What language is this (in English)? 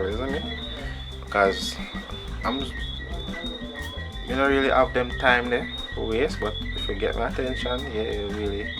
Jamaican Creole English